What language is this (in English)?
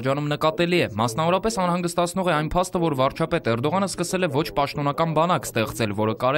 Armenian